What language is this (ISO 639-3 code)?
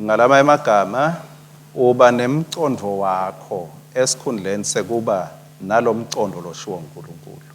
ssw